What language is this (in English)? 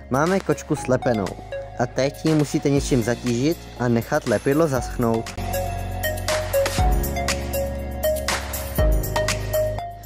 Czech